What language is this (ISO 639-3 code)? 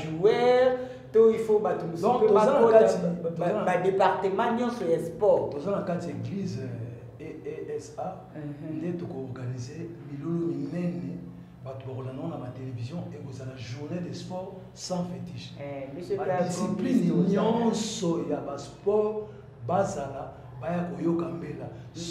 lin